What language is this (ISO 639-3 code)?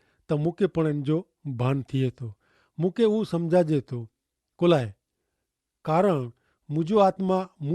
kfr